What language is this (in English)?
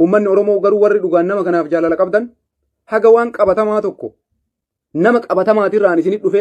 Oromo